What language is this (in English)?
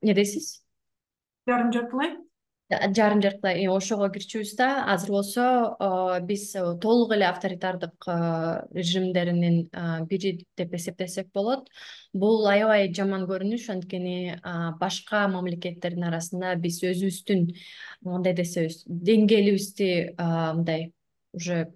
Kyrgyz